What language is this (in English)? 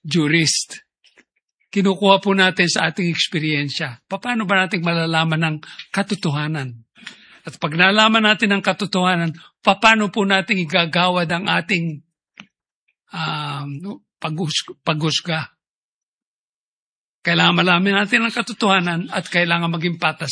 Filipino